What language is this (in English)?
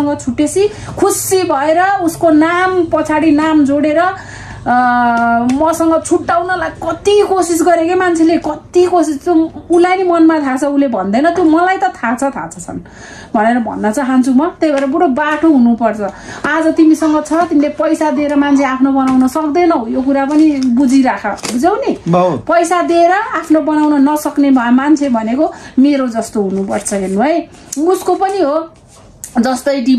Nepali